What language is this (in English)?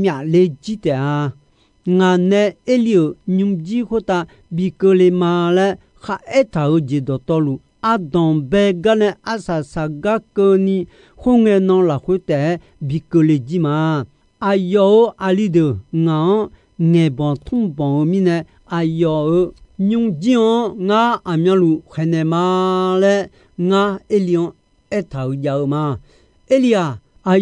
Akha